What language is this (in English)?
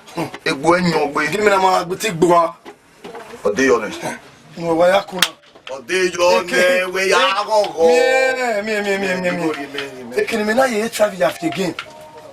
Bini